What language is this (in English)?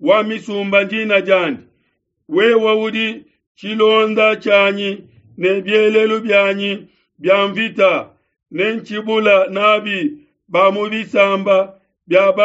Luba-Lulua